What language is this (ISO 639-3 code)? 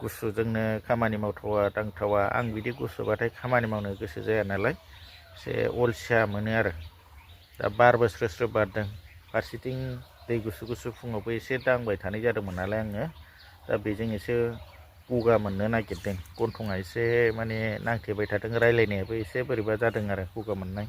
brx